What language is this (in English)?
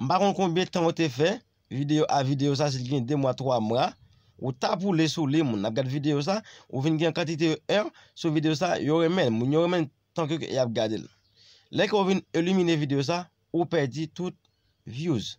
Haitian Creole